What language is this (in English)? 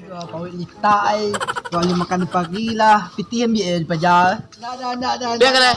Minangkabau